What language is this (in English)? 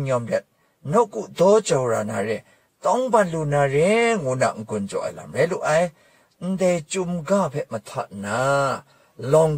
Kachin